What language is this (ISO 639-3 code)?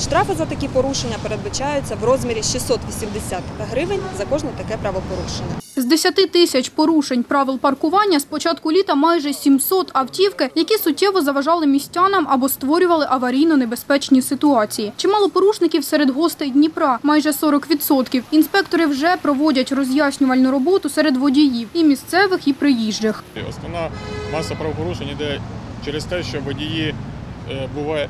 ukr